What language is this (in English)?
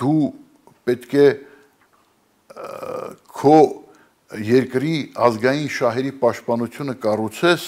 Armenian